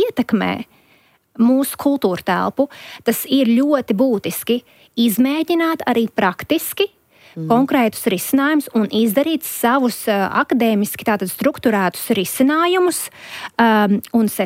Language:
Latvian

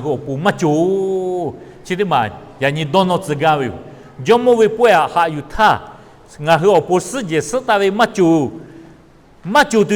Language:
Lahu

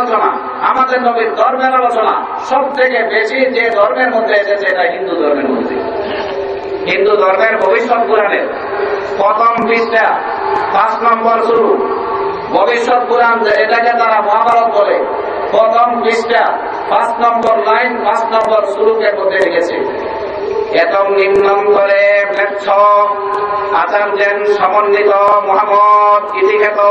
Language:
Bangla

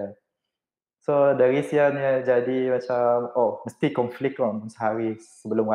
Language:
Malay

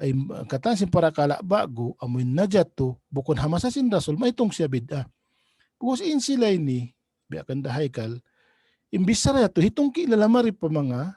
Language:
Tausug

